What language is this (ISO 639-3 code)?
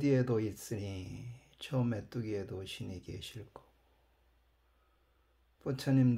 kor